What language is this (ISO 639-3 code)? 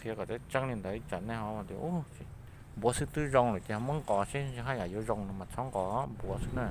hmn